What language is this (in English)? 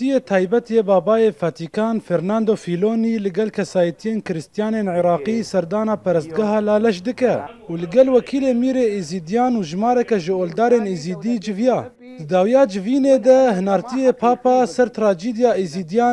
Kurdish